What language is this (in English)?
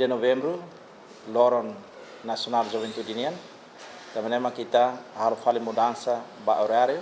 Tetum